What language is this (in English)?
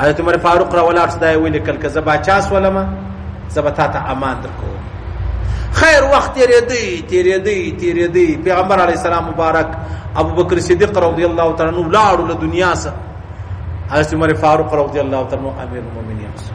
Pashto